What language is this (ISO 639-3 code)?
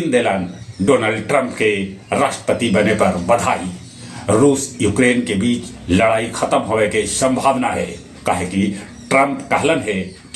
mag